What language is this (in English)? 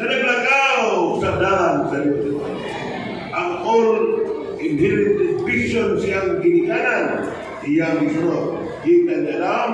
Cebuano